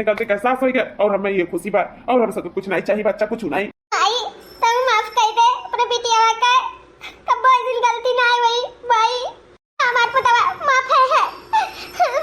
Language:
Awadhi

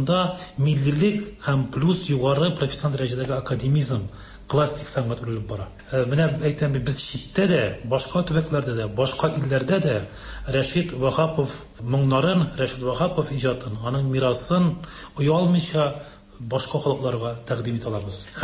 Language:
Tatar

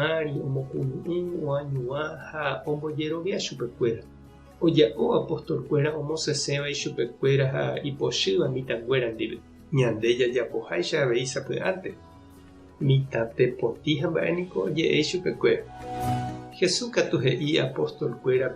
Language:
Guarani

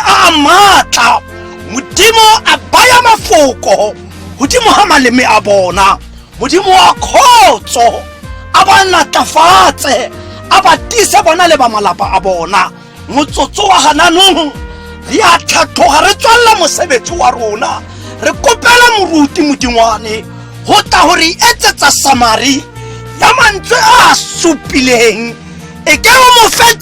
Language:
Tswana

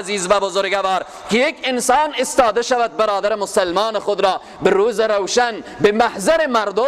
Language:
Persian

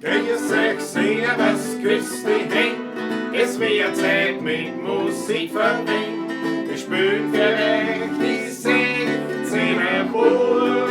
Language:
Bavarian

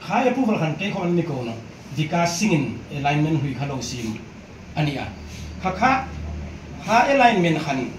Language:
Hmar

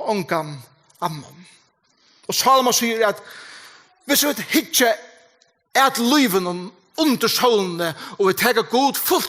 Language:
Faroese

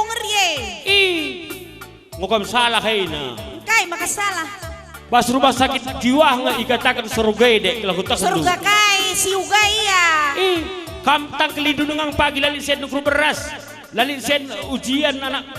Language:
Batak Karo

